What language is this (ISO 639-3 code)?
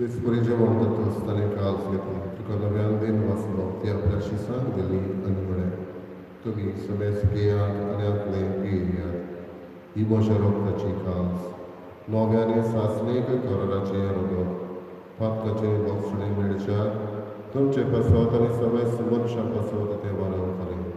kok